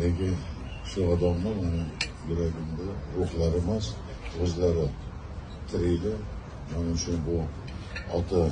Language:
Uzbek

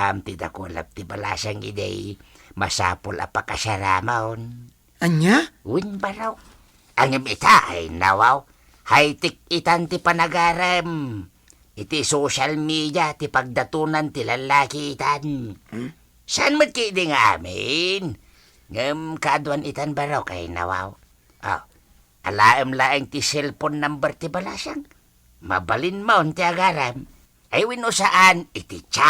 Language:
Iloko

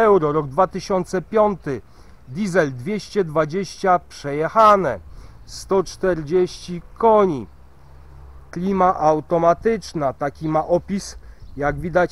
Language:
Polish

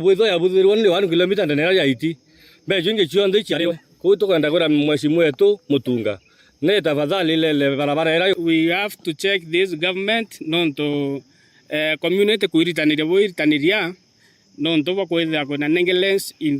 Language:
Meru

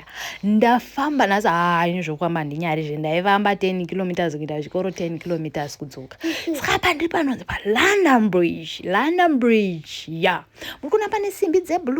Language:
Shona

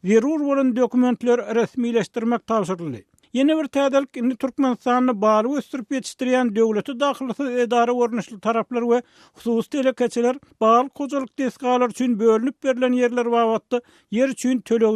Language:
Turkmen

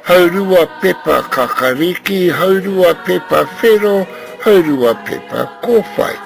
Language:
Māori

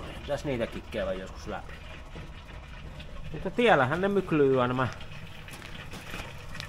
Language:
Finnish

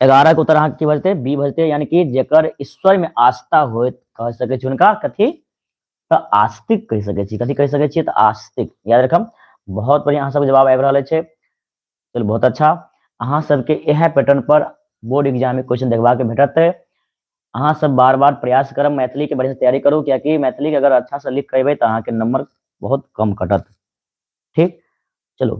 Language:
Maithili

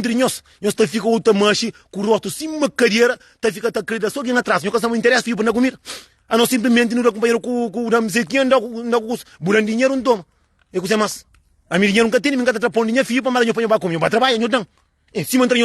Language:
Kabuverdianu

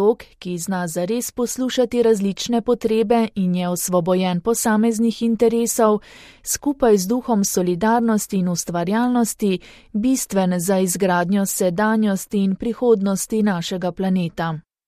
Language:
Slovenian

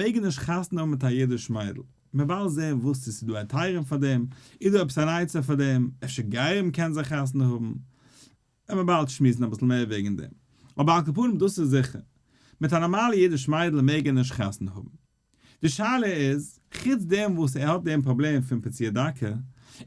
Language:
Yiddish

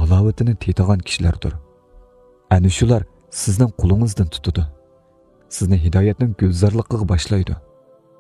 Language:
Uyghur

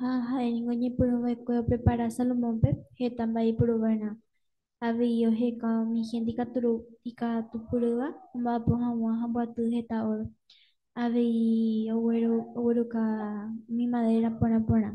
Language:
Guarani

